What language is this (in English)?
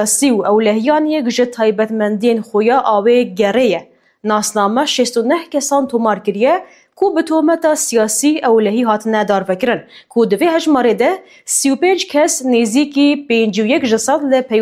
Kurdish